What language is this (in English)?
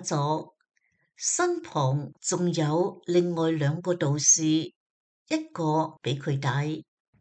Cantonese